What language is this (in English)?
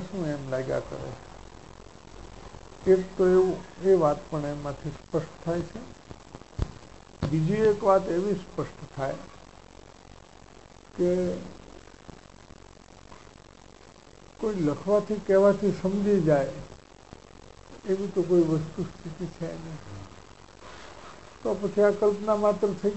Gujarati